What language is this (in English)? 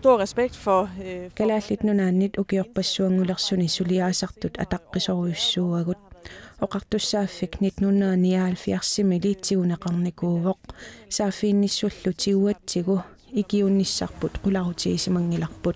Kalaallisut